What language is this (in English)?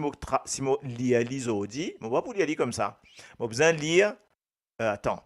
Morisyen